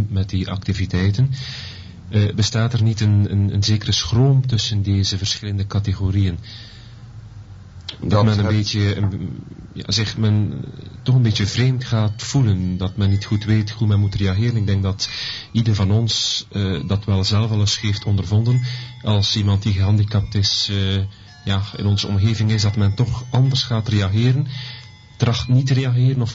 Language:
Dutch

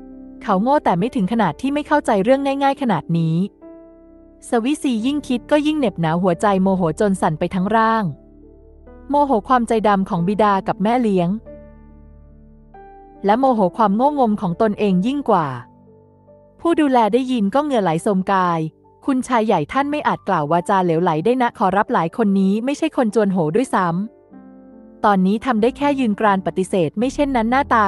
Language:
Thai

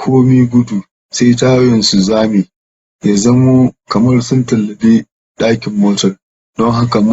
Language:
Hausa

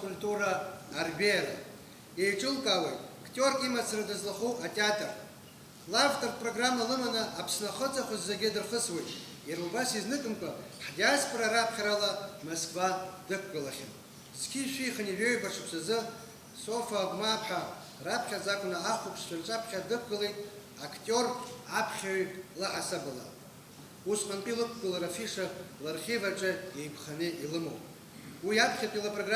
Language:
Abkhazian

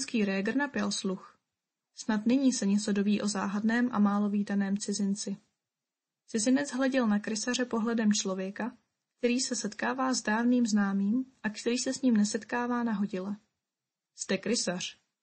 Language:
Czech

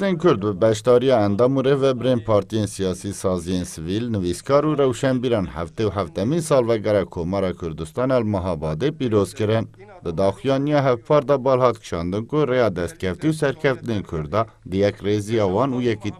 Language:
Kurdish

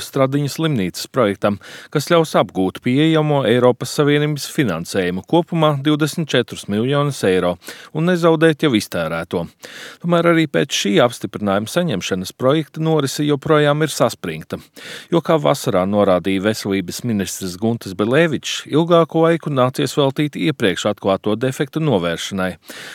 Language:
Latvian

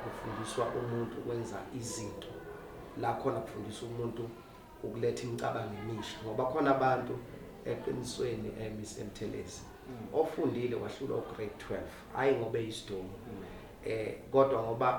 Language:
Zulu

